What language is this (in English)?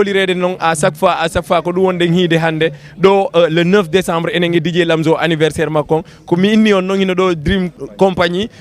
Fula